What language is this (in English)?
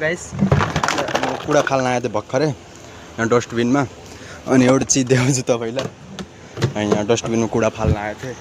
Nepali